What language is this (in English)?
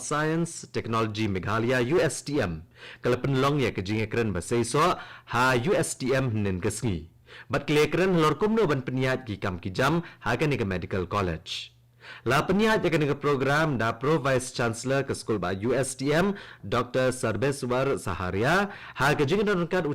Khasi